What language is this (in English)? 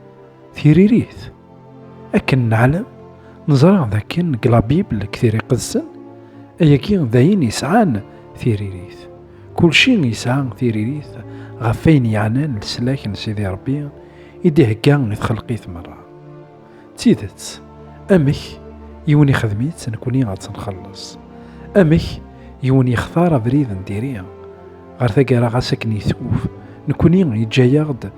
Kabyle